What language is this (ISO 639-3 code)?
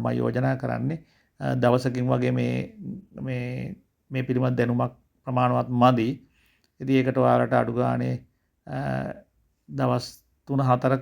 sin